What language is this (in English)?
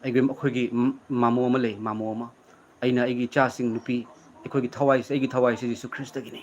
Manipuri